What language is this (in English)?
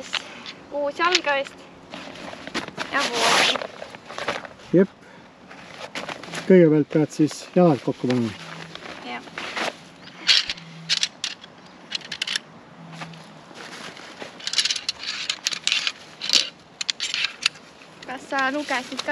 Estonian